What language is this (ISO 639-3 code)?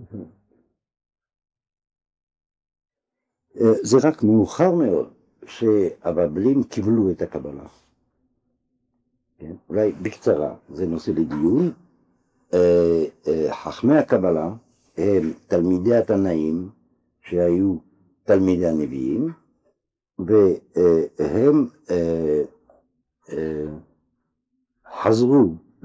heb